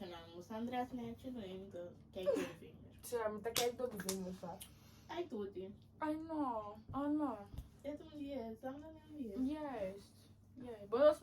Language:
Papiamento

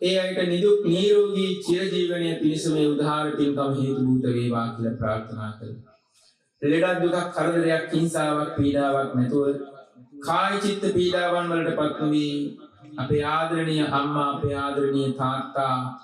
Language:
Sinhala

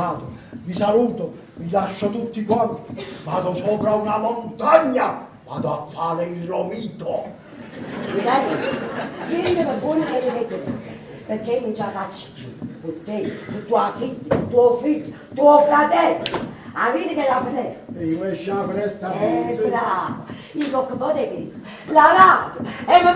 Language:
Neapolitan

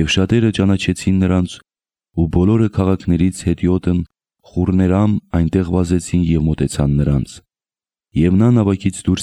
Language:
Armenian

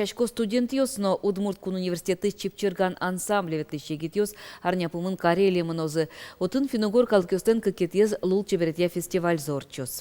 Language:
Udmurt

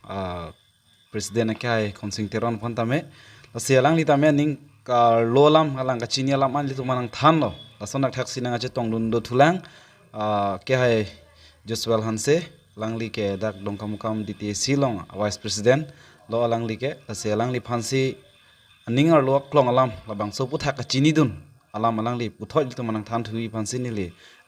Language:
Karbi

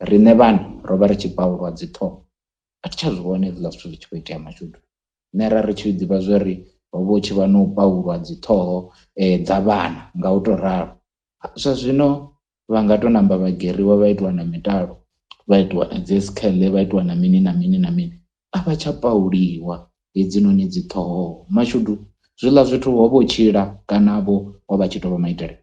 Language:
Venda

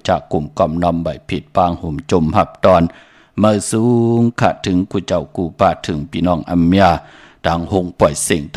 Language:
Shan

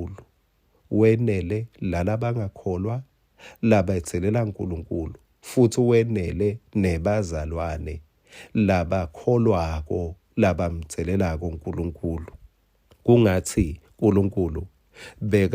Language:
Swati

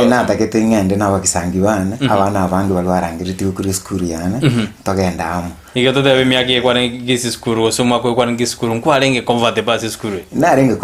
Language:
Gusii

